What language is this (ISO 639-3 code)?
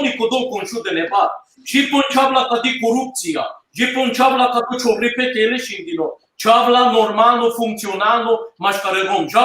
rmn